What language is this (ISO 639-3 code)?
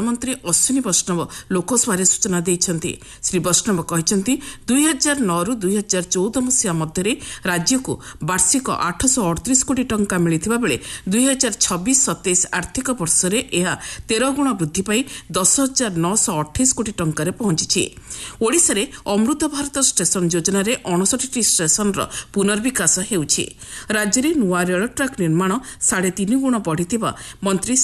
ori